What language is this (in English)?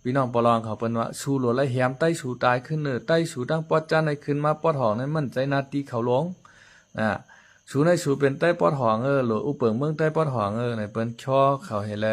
Shan